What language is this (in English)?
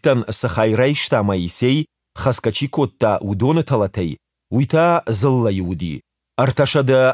Ossetic